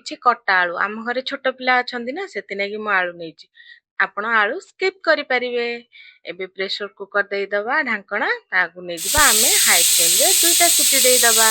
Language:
Odia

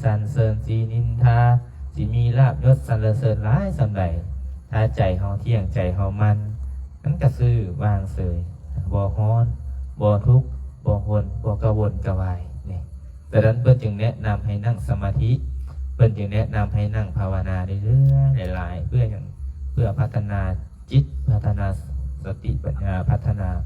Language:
Lao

